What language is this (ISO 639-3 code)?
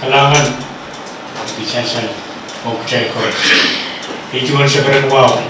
pon